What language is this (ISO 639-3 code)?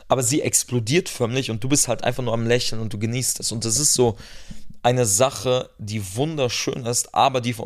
deu